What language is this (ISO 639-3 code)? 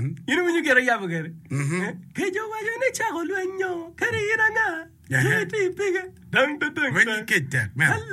ach